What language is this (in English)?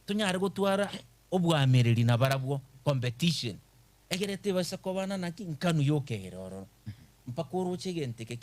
Gusii